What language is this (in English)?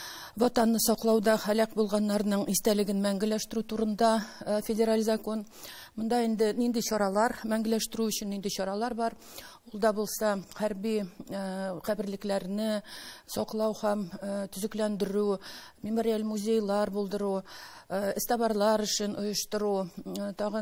Tatar